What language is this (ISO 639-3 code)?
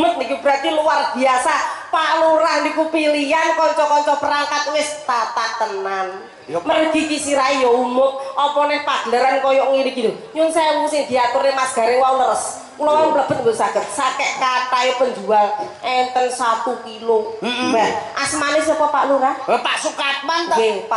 jav